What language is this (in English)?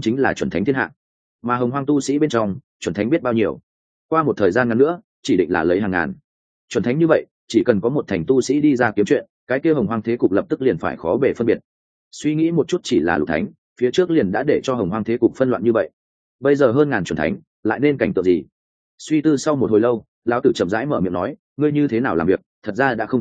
Vietnamese